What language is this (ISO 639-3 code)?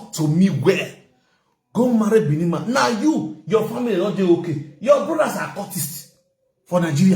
pcm